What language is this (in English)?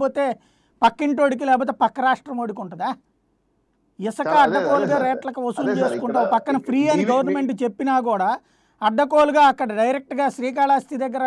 Telugu